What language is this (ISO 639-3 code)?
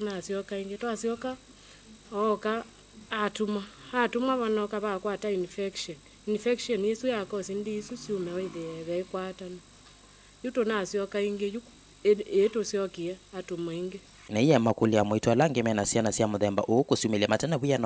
kam